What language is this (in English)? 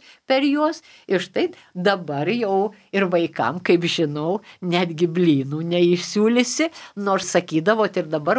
Lithuanian